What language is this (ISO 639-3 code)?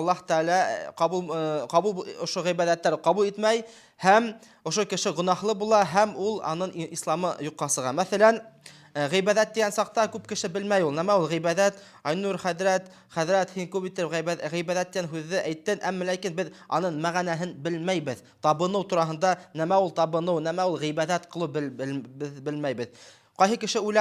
bak